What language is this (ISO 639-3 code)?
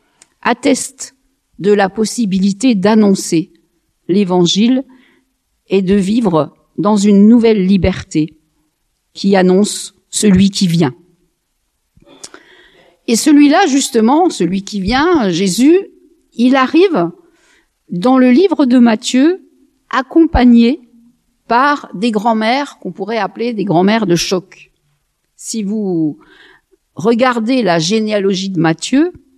fra